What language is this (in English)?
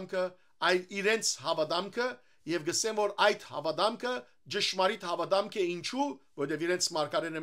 Western Armenian